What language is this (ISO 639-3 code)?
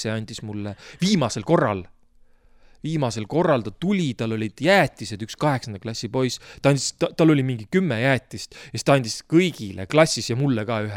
est